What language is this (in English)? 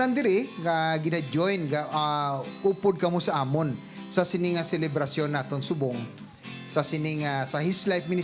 Hiligaynon